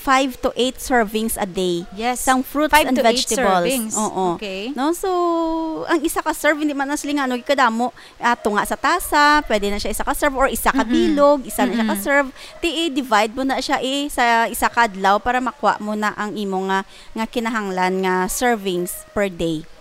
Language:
Hiligaynon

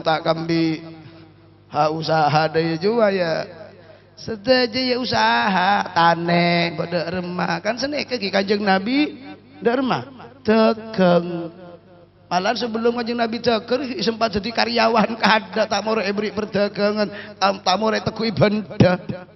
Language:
Madurese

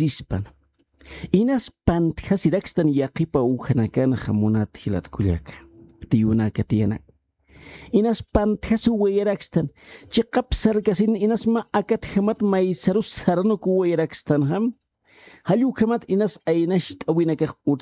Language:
Aymara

